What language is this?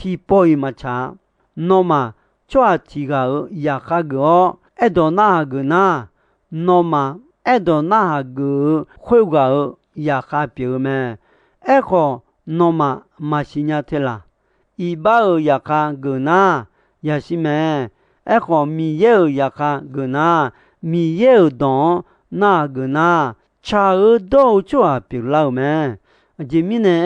Akha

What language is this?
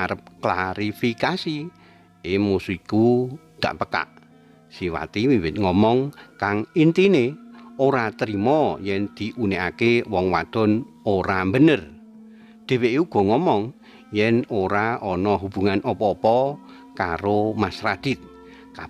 Javanese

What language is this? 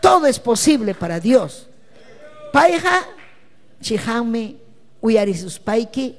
Ayacucho Quechua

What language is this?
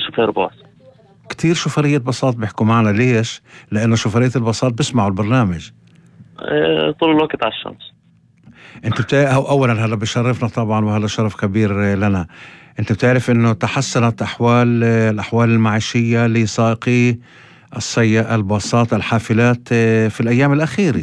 North Levantine Arabic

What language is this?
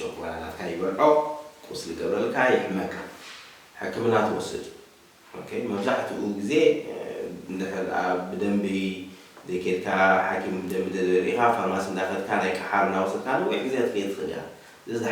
Tigrinya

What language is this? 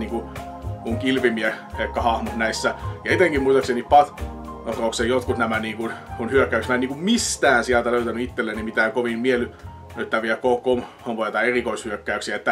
Finnish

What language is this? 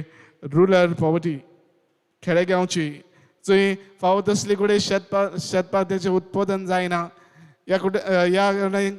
Konkani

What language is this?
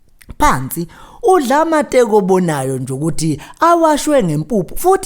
Zulu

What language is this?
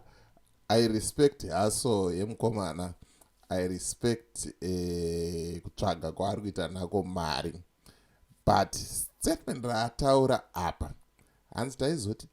Shona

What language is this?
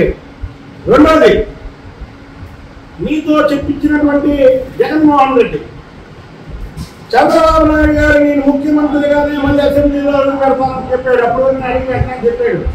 Telugu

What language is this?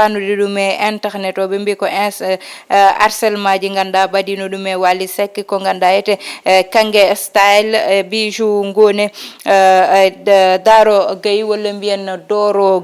Fula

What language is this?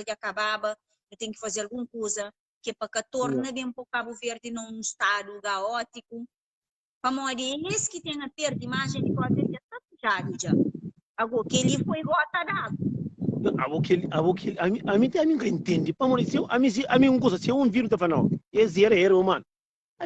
Kabuverdianu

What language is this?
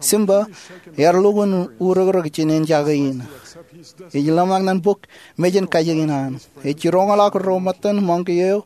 Marshallese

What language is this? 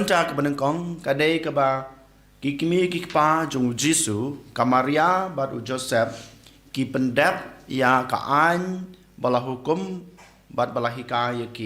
Khasi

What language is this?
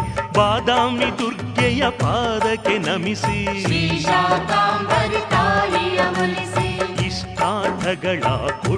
Kannada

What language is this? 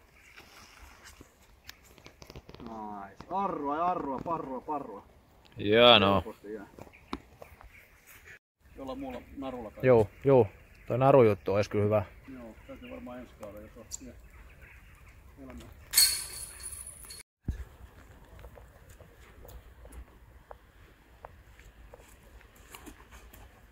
Finnish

